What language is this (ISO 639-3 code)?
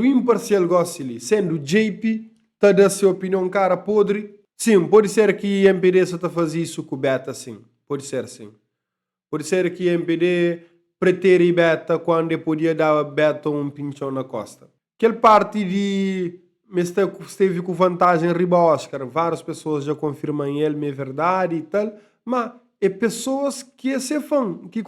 kea